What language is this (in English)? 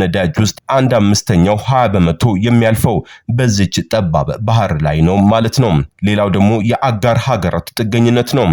Amharic